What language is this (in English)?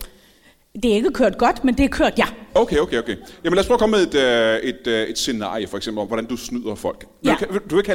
Danish